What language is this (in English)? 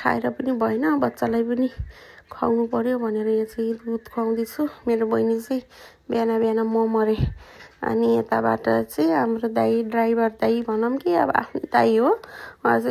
Nepali